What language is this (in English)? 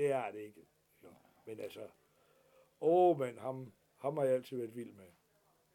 Danish